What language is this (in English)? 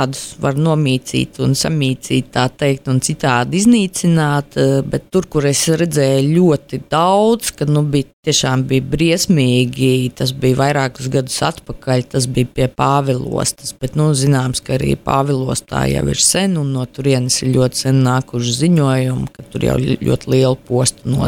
Latvian